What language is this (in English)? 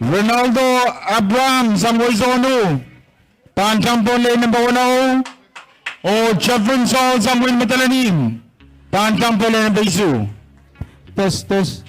Pohnpeian